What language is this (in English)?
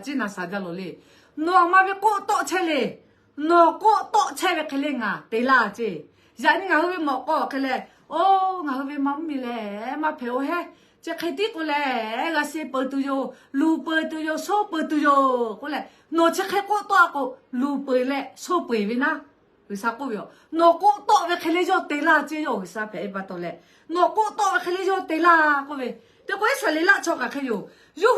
Lahu